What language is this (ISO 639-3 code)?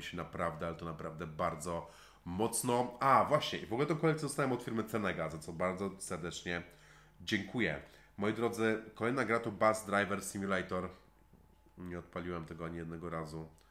pol